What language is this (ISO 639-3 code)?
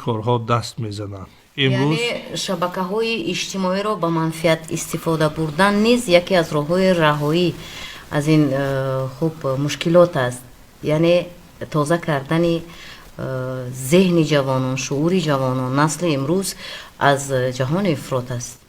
tgk